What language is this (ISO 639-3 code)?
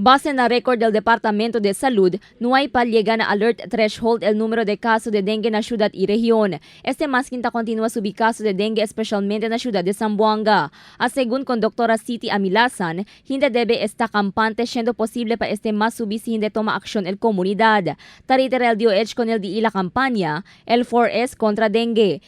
cbk